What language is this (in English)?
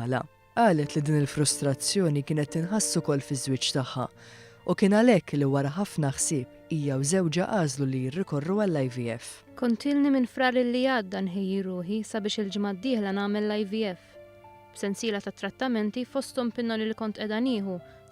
Maltese